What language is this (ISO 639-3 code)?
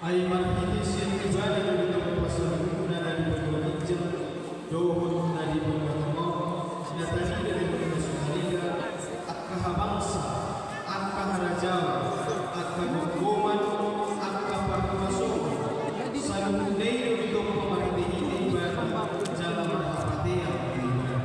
bbc